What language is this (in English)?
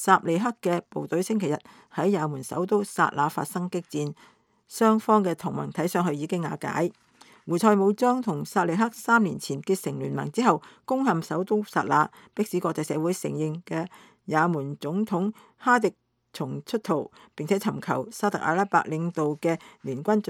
Cantonese